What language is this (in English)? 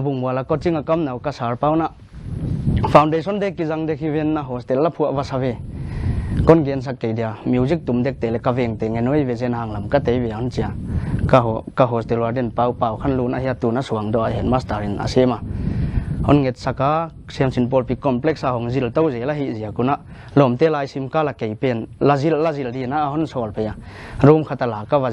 Paite Chin